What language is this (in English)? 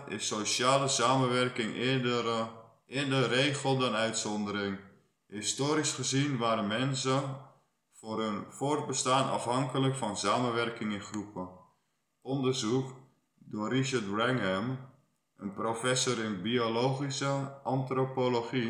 Dutch